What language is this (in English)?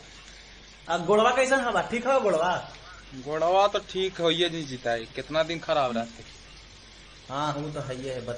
Magahi